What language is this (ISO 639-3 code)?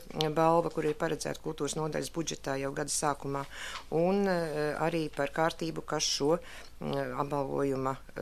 lav